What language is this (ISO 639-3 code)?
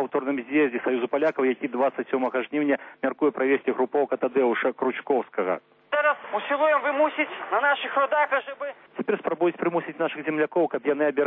bel